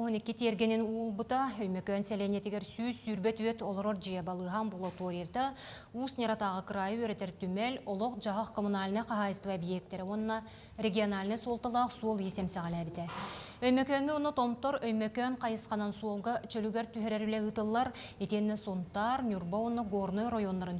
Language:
Yakut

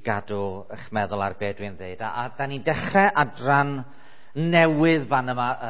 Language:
Welsh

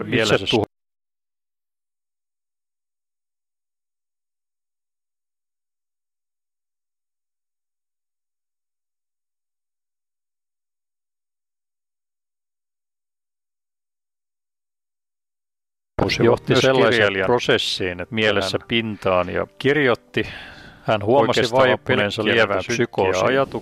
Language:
Finnish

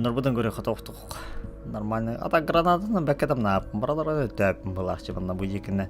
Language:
Yakut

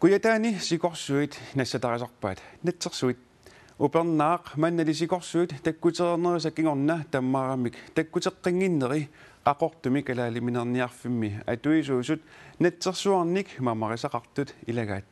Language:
Kalaallisut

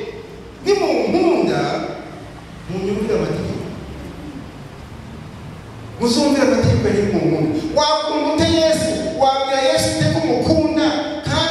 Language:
Kinyarwanda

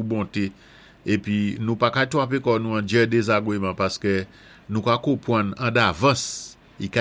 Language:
Saint Lucian Creole French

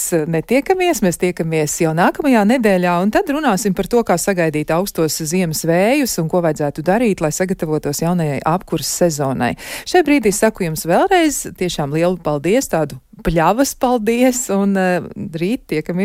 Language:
Latvian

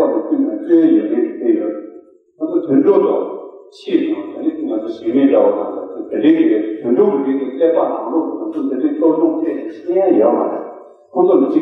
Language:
Tibetan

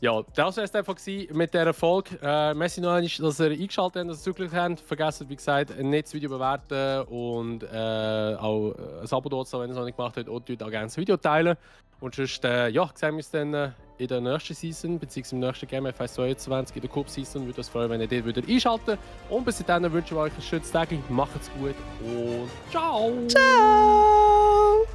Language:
Swiss German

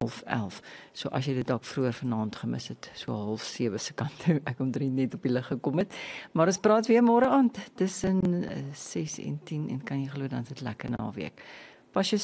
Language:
Afrikaans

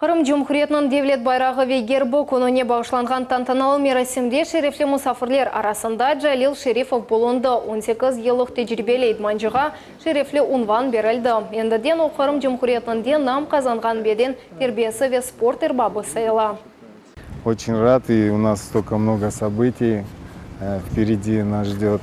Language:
Crimean Tatar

